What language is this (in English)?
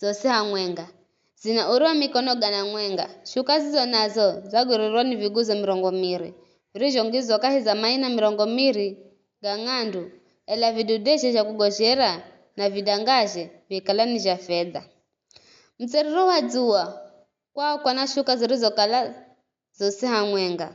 Giryama